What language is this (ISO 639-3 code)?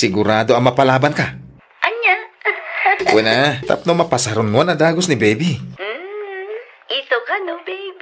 ilo